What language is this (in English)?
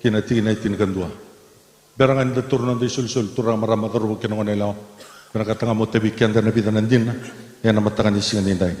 Fijian